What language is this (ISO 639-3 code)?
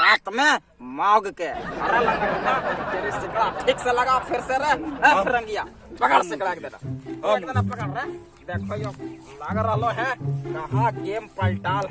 mag